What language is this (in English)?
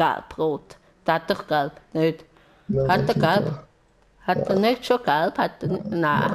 Swiss German